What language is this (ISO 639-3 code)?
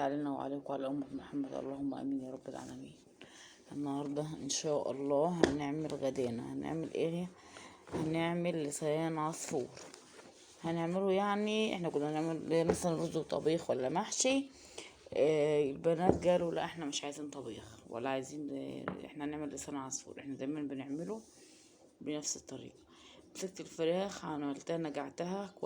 arz